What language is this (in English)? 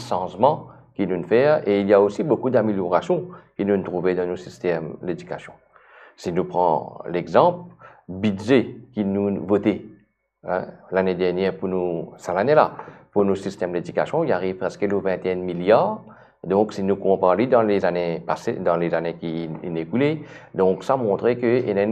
Morisyen